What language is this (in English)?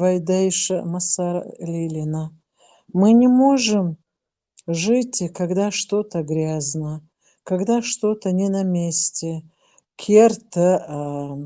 Chechen